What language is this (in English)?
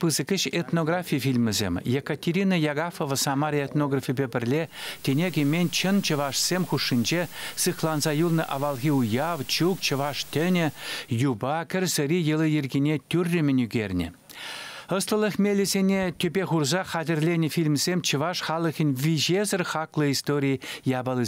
Chuvash